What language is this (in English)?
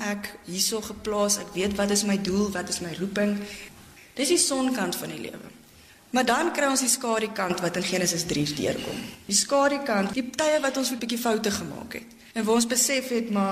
Afrikaans